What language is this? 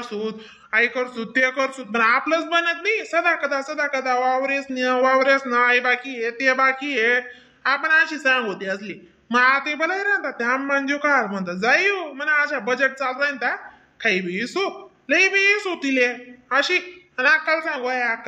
Khandesi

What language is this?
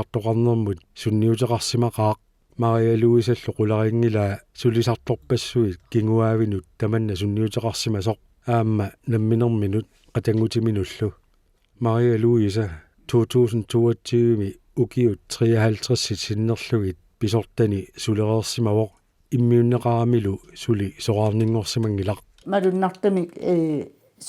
Kalaallisut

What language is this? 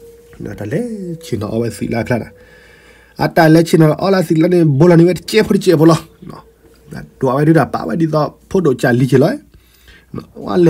S'gaw Karen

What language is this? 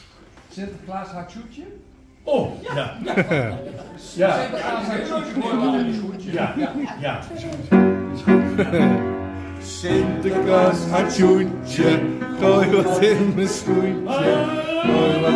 Dutch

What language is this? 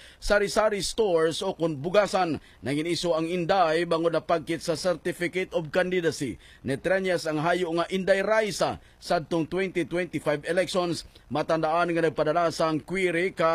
Hiligaynon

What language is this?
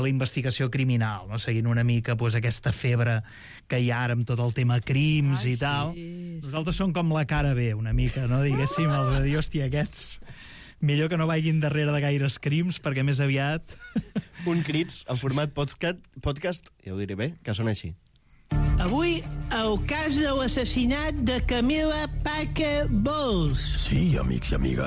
Catalan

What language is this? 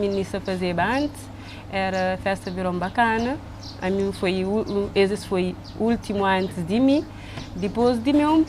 Kabuverdianu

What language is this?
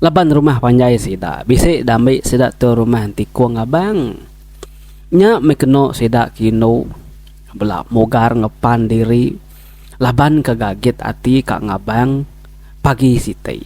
Iban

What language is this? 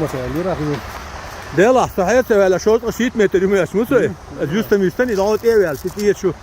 Chechen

